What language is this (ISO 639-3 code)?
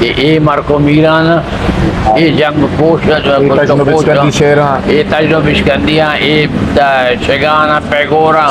bgp